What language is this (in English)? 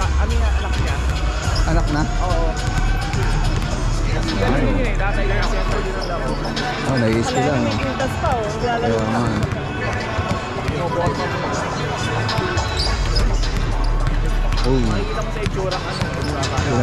Filipino